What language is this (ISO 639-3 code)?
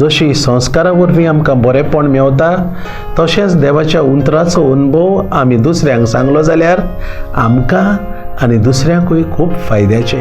kok